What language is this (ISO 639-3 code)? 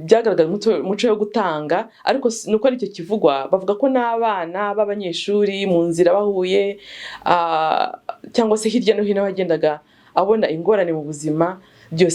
kin